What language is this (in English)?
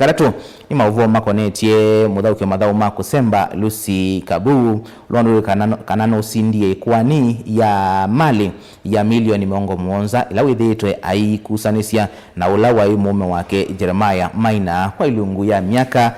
Kamba